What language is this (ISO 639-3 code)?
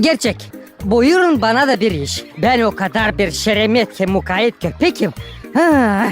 gag